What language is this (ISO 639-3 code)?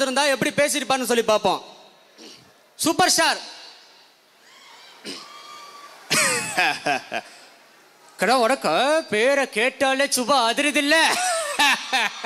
tam